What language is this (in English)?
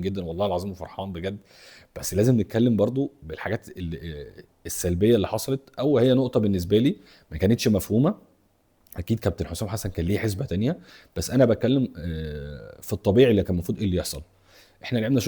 Egyptian Arabic